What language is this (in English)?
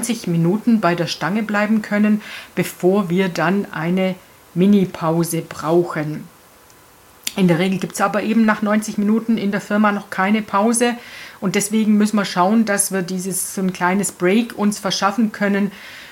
German